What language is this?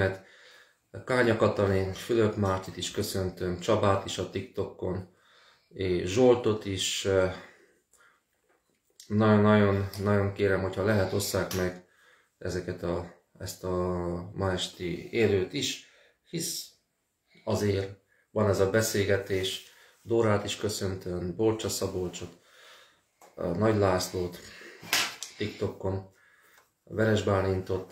Hungarian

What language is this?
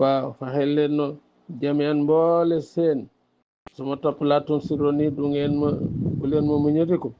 Wolof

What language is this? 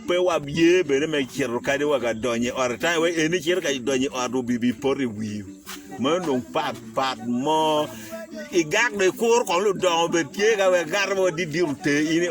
Acoli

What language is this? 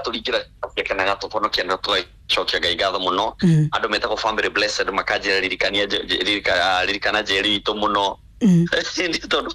Kikuyu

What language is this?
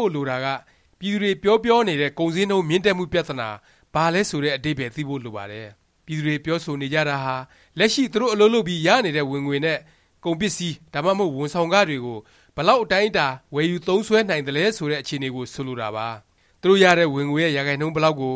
Burmese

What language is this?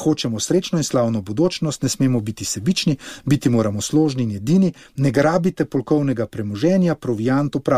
Slovenian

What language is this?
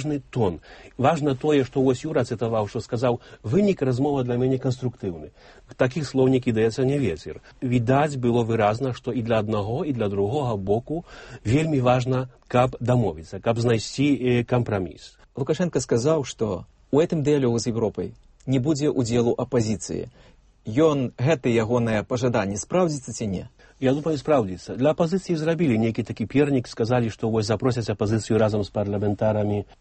Belarusian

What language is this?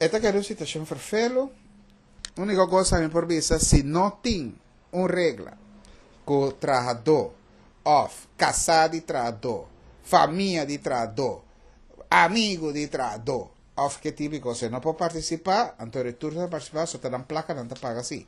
Papiamento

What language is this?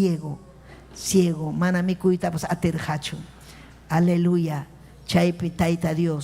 Ayacucho Quechua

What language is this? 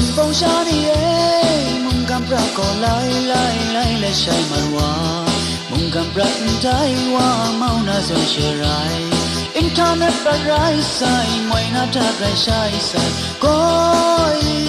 Kachin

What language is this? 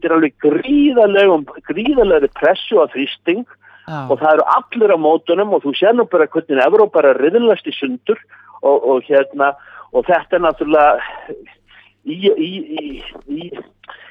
Icelandic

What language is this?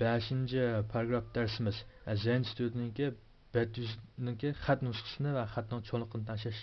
Uyghur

